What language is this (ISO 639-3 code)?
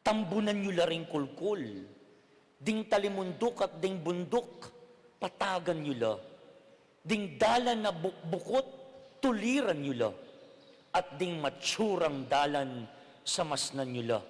pam